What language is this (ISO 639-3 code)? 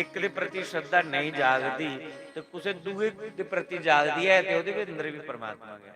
doi